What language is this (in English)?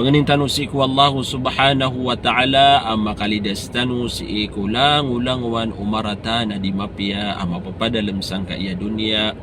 Maranao